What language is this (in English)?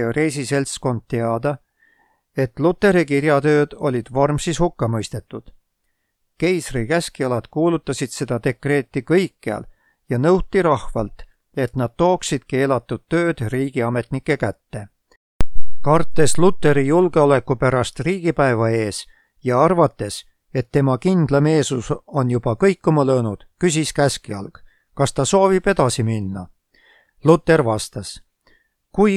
Estonian